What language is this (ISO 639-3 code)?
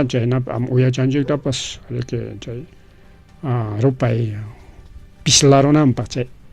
quy